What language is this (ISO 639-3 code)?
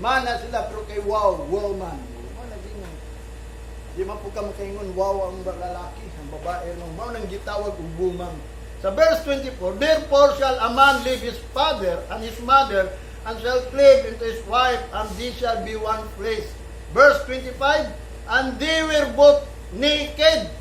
ceb